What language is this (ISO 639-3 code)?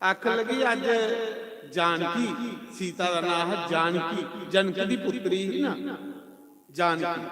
doi